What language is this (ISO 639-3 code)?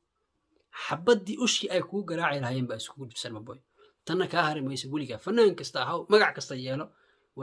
som